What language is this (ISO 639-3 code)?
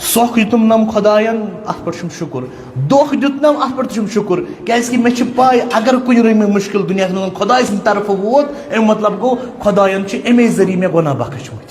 kas